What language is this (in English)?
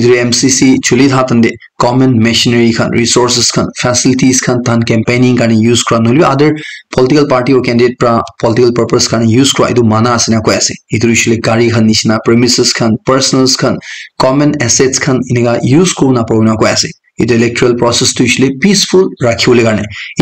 Naga Pidgin